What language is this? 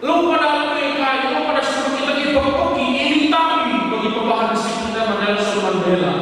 Batak Karo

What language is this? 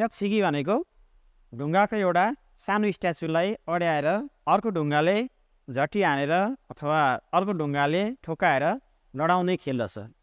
Nepali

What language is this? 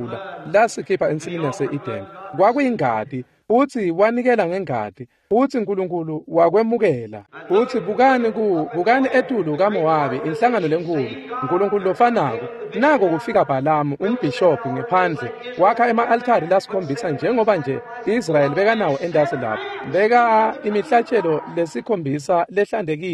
Swati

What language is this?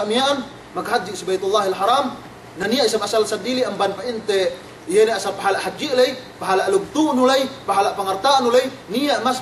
Yakan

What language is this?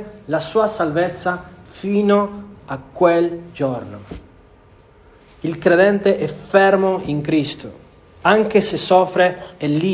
Italian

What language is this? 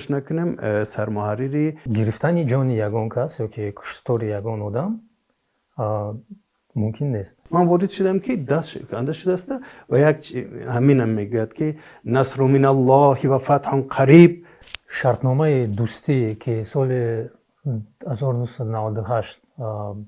Tajik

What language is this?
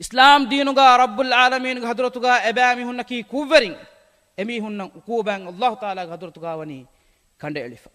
Divehi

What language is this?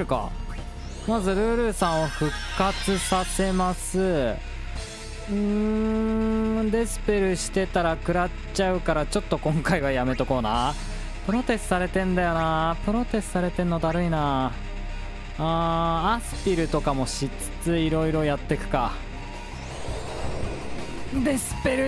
Japanese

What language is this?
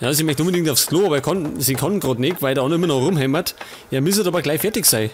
Bavarian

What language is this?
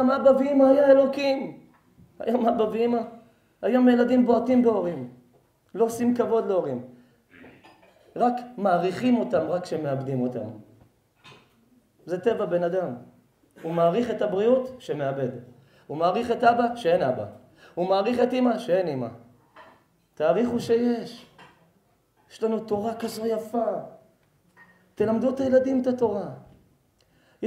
Hebrew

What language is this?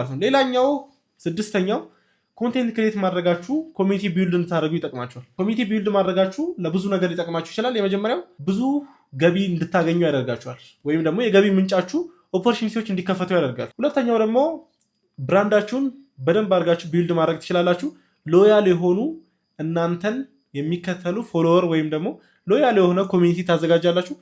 Amharic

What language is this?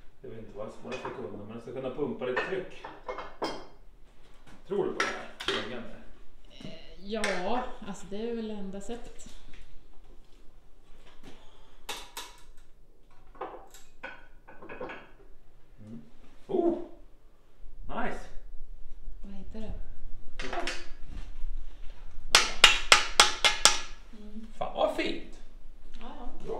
Swedish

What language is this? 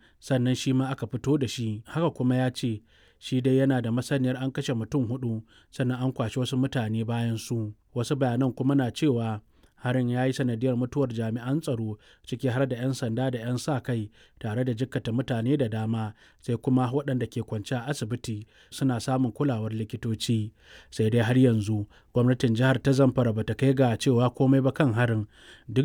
Hausa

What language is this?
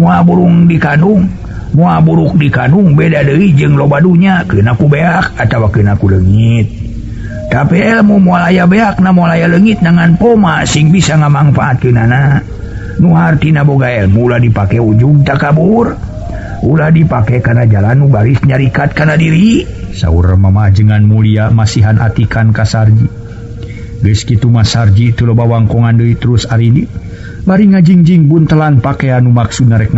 Sundanese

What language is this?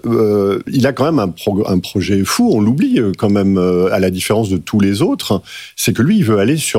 French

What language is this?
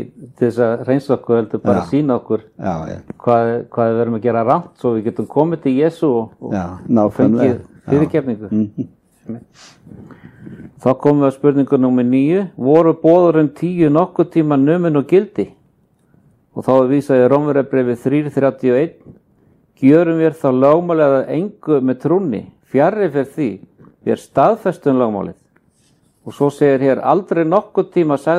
Icelandic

